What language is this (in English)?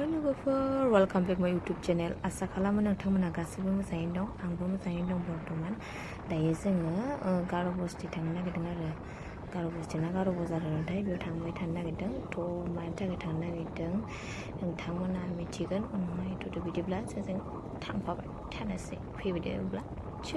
Bodo